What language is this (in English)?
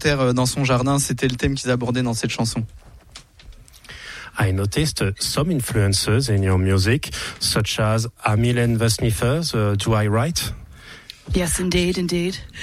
French